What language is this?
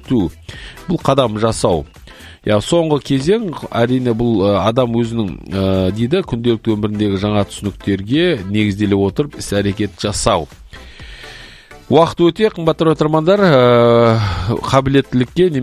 Kazakh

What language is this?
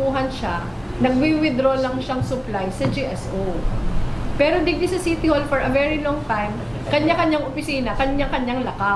Bikol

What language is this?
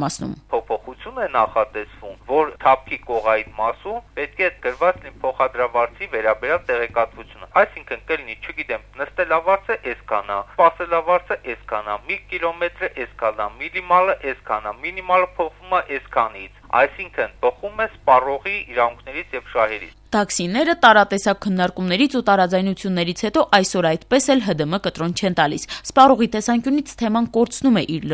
Armenian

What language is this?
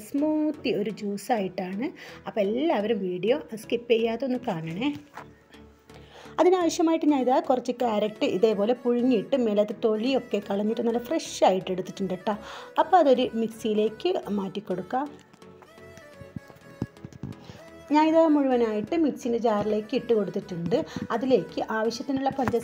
Malayalam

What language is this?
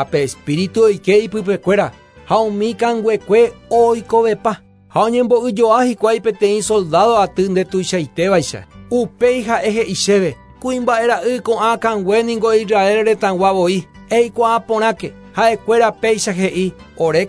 Guarani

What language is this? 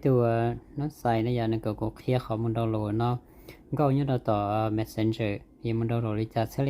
Hmong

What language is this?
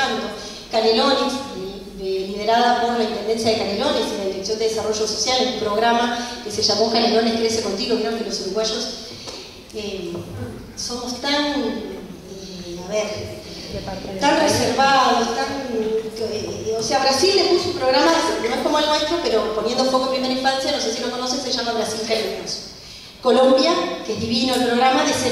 Spanish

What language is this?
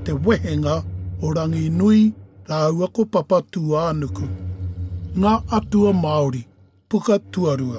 Māori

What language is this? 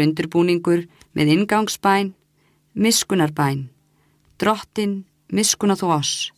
Icelandic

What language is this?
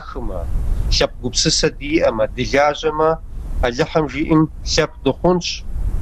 Kabardian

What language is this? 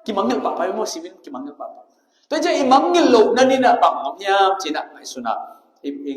Tedim Chin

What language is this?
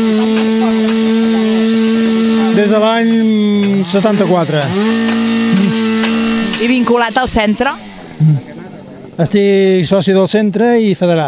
Catalan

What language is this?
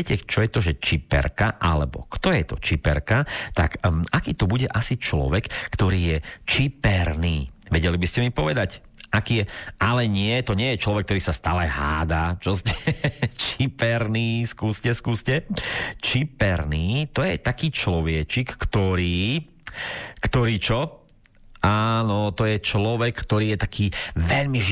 Slovak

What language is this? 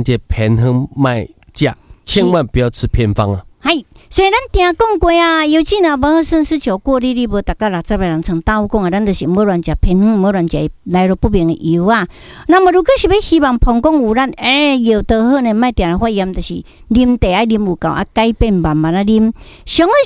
Min Nan Chinese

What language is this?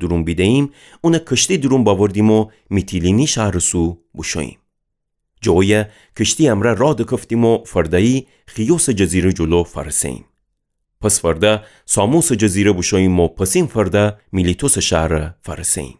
Gilaki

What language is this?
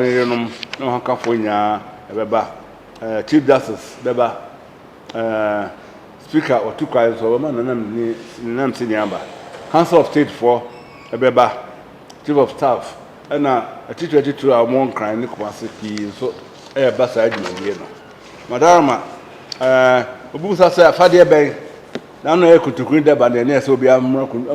Akan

